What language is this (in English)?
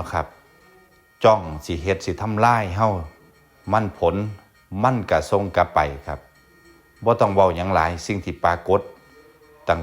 Northeastern Thai